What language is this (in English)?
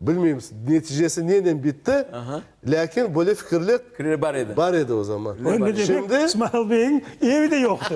Crimean Tatar